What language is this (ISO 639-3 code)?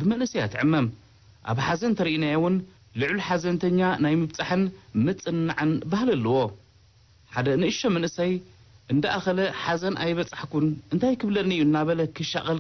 tir